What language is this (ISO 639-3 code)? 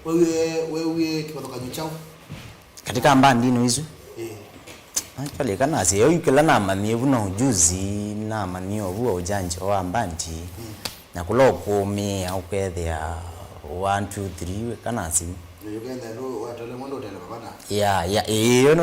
kam